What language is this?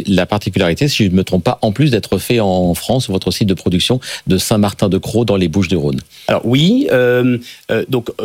French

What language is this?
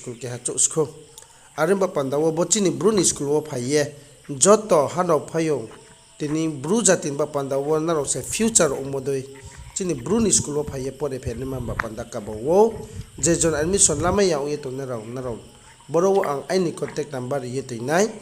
Riang (India)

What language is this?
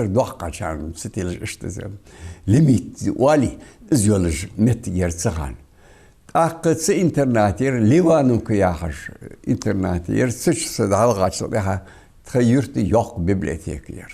Ingush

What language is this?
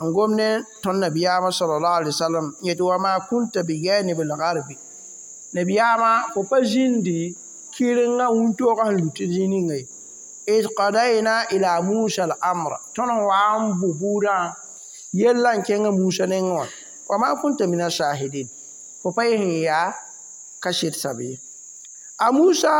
Mossi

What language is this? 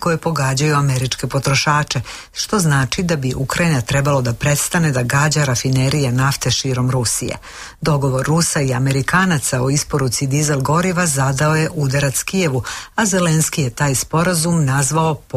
Serbian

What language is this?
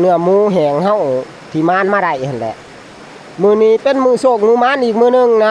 Northeastern Thai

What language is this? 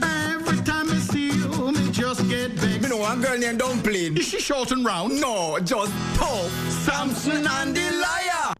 Jamaican Creole English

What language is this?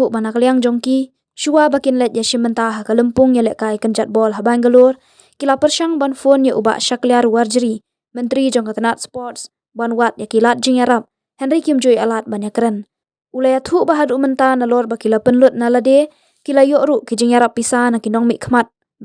Khasi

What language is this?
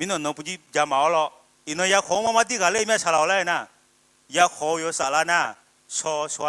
Akha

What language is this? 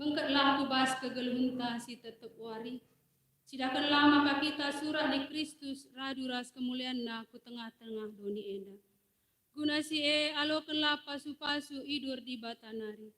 Batak Karo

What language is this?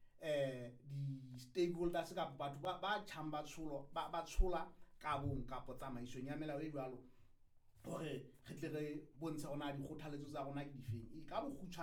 Southern Sotho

